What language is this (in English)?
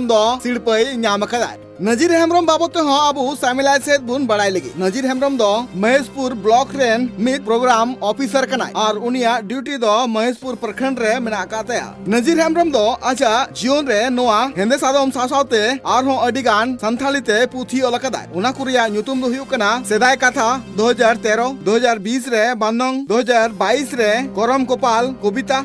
Santali